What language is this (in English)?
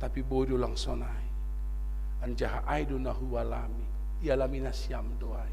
Batak Simalungun